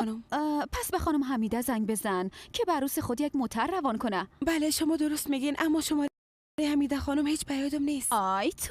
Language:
Persian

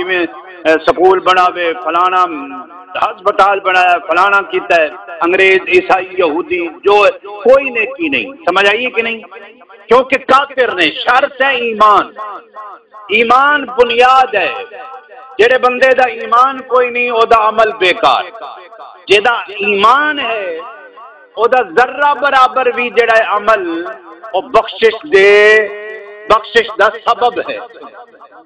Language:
Saraiki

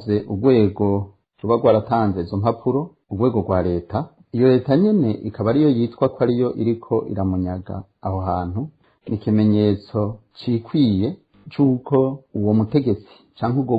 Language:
Rundi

